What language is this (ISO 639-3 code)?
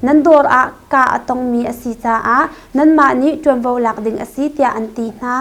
cnh